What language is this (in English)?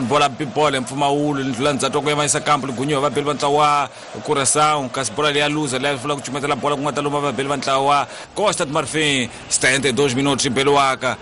Tsonga